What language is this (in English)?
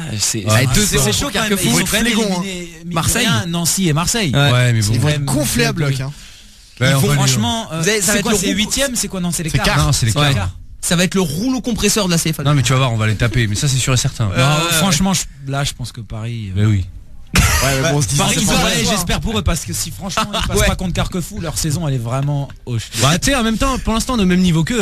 French